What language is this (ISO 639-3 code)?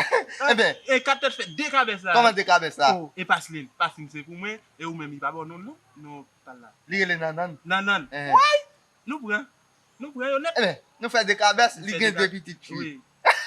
hat